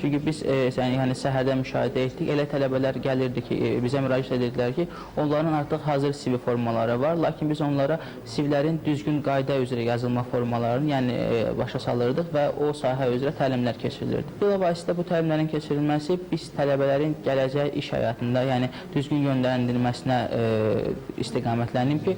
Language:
Azerbaijani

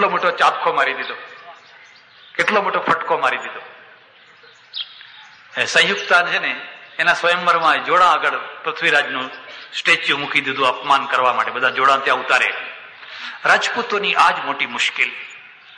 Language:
Gujarati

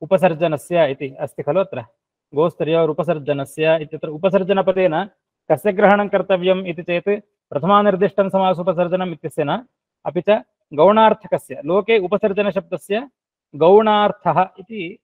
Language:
Sanskrit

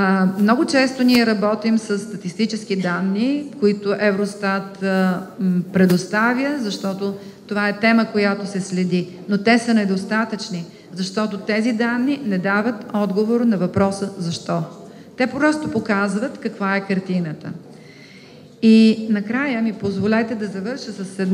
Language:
Bulgarian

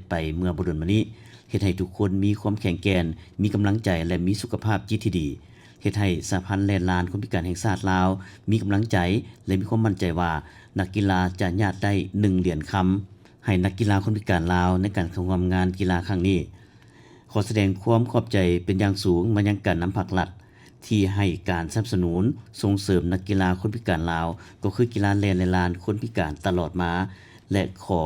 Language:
Lao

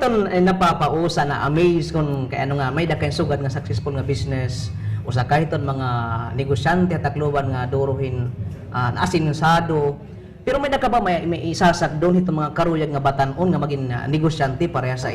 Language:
Waray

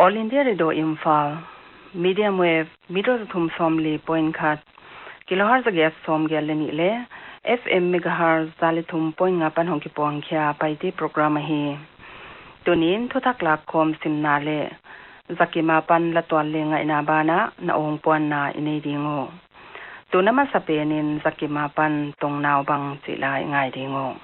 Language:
Paite Chin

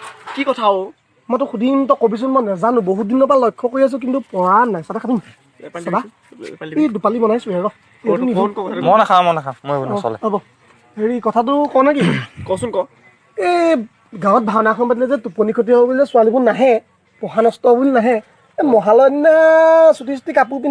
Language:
Assamese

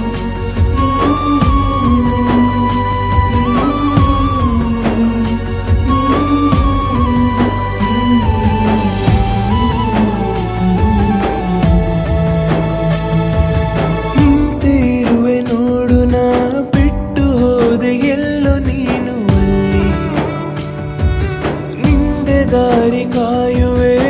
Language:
Kannada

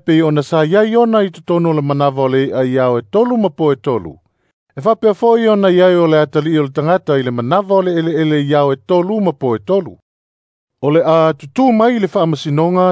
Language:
Samoan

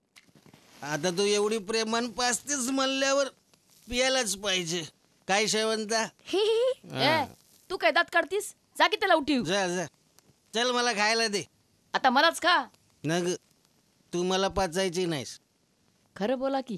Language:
Marathi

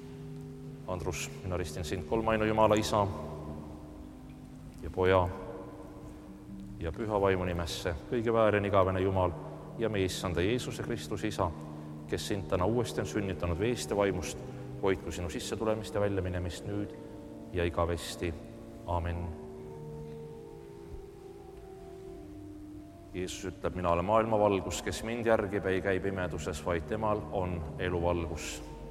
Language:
Estonian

